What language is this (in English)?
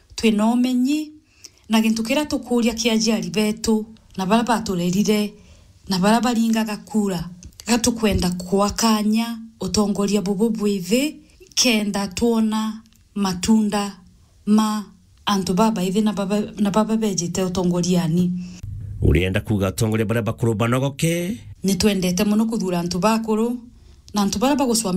Meru